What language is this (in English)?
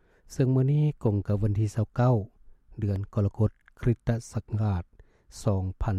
Lao